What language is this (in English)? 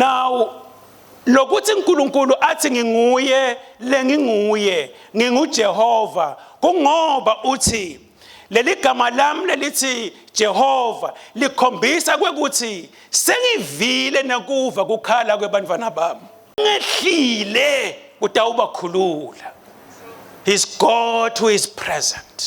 Swati